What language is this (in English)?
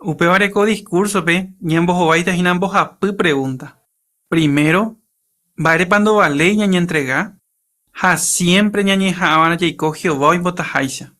Guarani